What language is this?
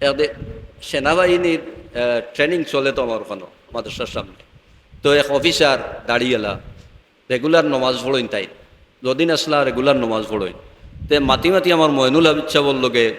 Sylheti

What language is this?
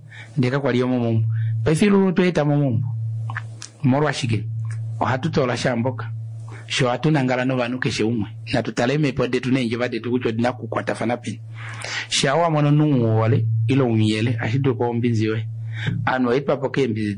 Kuanyama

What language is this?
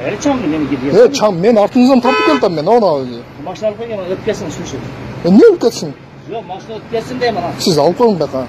Kyrgyz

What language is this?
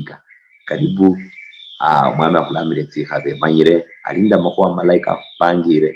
Luyia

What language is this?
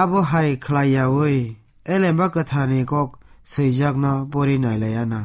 Kok Borok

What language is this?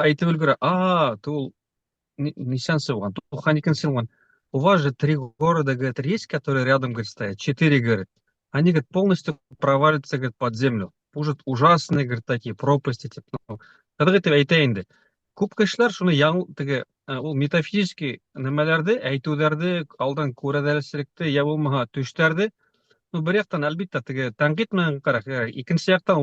Bashkir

